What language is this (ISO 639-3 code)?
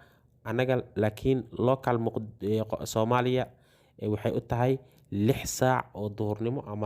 som